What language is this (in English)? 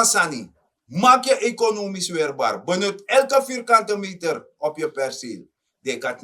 Sranan Tongo